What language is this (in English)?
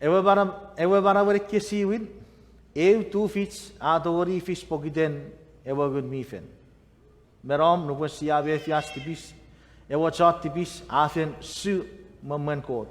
Chuukese